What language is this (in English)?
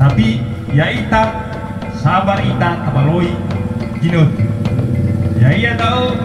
Nias